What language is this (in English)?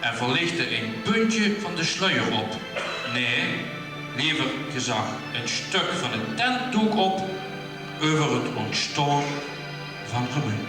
Limburgish